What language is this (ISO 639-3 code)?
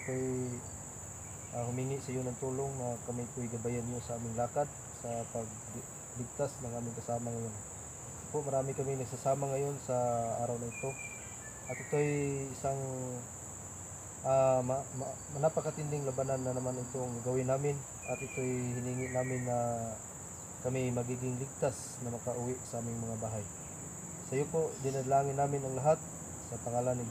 fil